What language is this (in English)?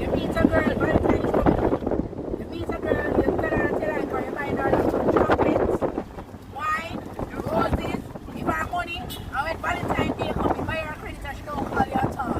Jamaican Creole English